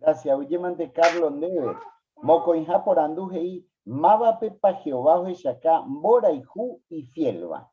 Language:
Guarani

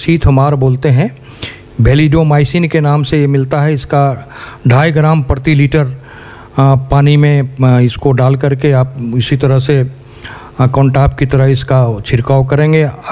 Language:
Hindi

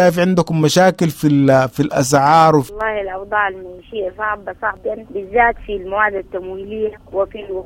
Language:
Sudanese Arabic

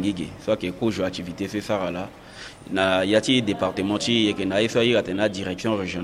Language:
Sango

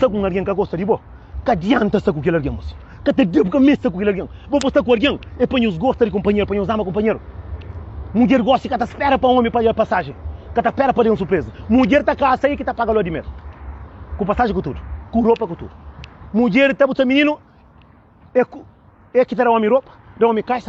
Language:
Kabuverdianu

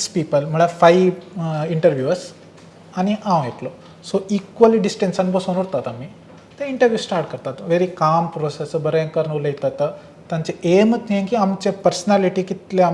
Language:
Konkani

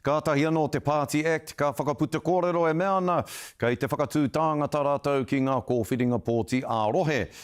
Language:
Māori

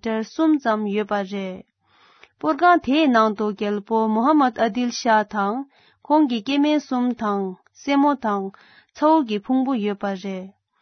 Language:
Tibetan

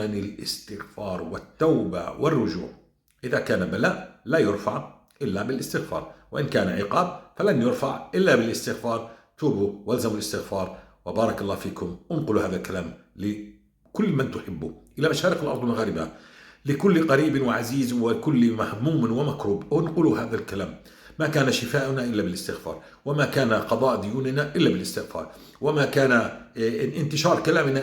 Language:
North Levantine Arabic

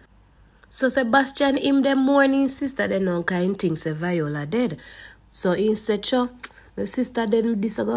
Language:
Jamaican Creole English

